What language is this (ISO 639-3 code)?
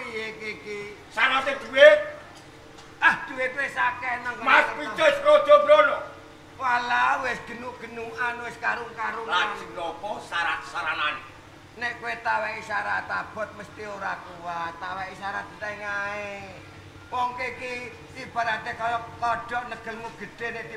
jav